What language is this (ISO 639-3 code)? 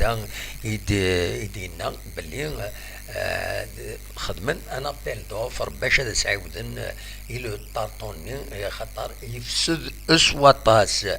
kab